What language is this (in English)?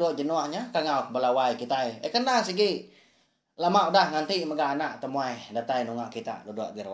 Iban